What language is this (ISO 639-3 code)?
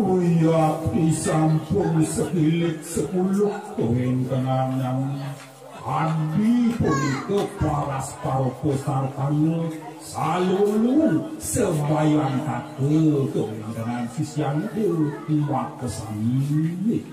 ban